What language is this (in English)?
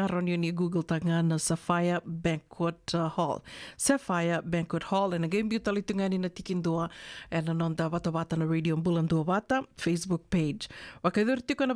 Fijian